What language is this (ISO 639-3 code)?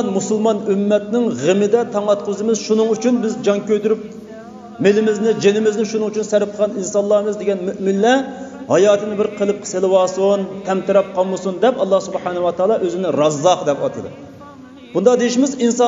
uig